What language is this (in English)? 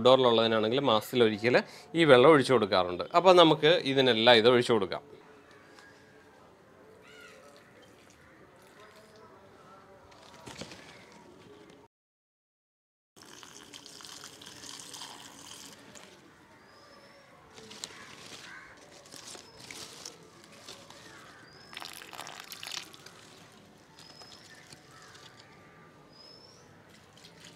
Malayalam